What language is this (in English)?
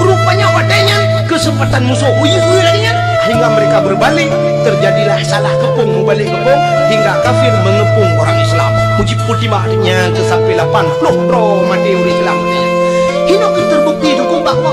Achinese